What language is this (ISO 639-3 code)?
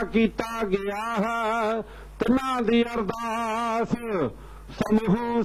pan